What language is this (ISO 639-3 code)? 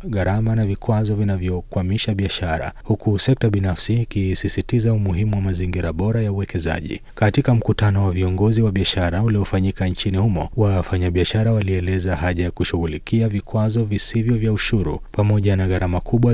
swa